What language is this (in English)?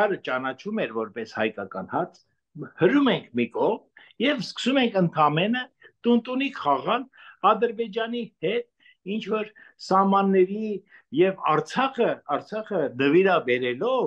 Armenian